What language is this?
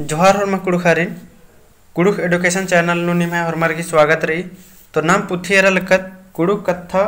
Kurukh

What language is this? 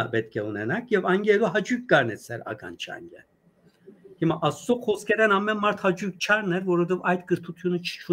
Western Armenian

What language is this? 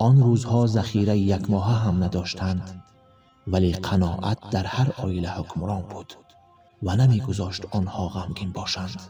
Tajik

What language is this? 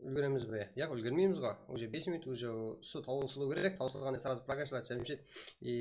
Kara-Kalpak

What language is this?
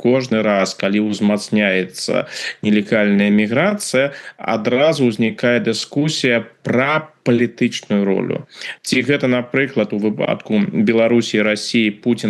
Belarusian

